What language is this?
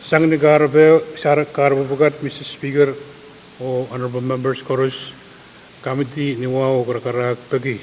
Pohnpeian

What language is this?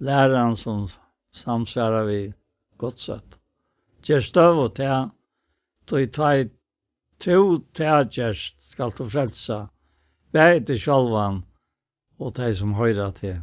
Faroese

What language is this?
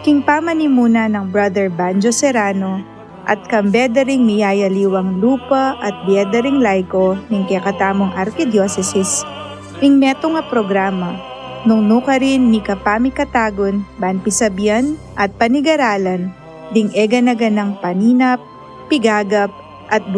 Pampanga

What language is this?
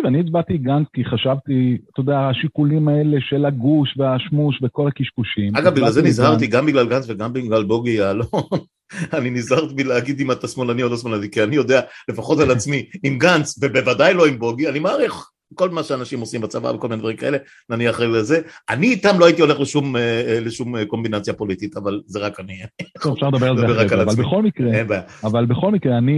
Hebrew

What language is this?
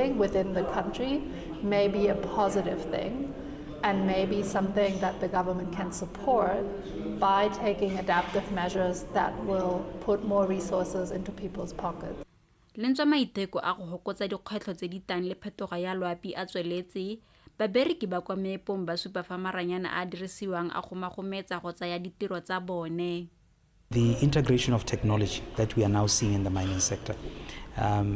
Tswana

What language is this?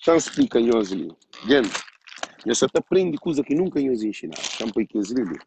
Kabuverdianu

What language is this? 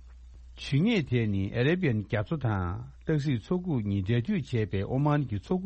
Tibetan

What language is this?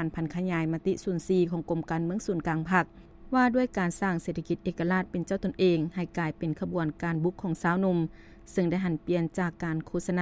Lao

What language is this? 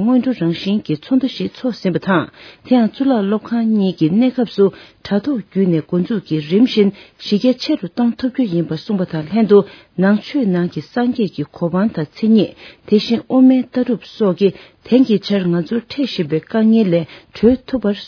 Tibetan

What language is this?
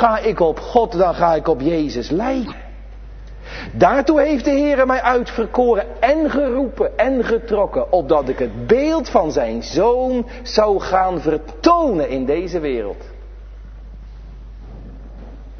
Dutch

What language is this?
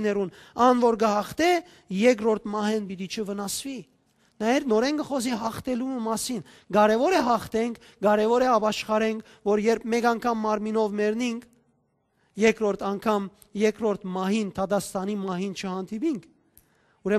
Western Armenian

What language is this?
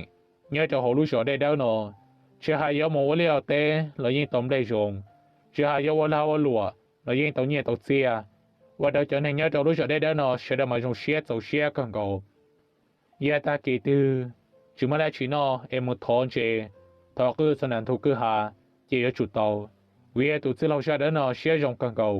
Hmong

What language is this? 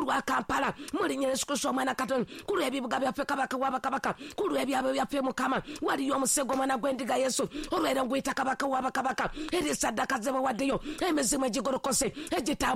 Ganda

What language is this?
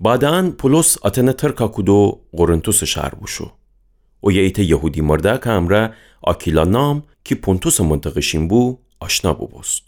Gilaki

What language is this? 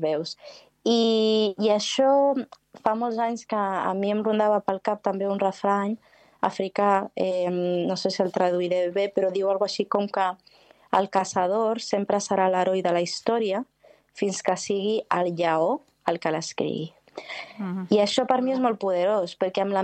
Catalan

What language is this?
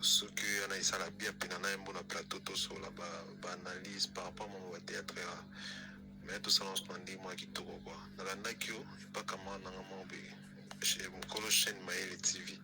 Lingala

